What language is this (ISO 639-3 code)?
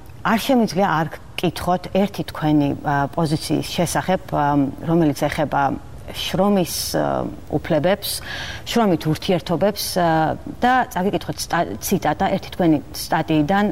kat